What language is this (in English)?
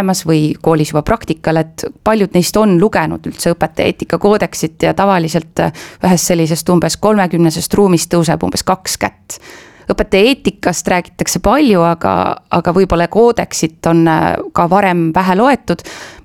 Estonian